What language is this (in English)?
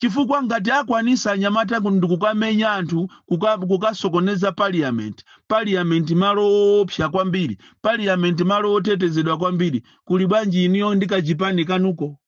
Nyanja